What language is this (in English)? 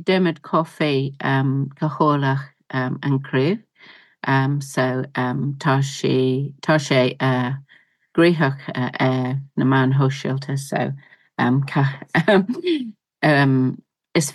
Irish